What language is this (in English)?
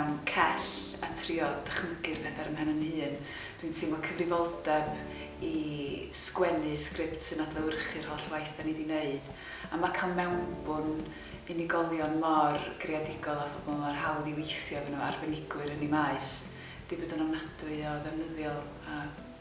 Welsh